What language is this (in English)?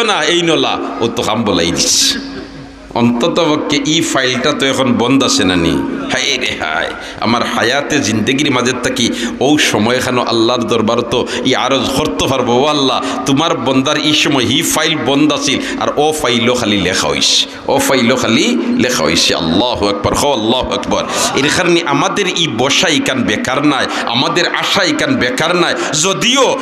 Sylheti